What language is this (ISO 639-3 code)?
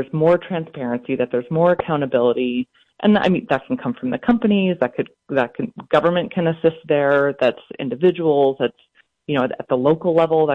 eng